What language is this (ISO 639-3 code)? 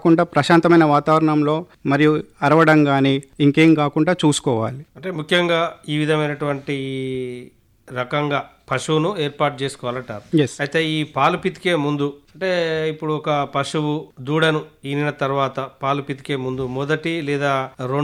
tel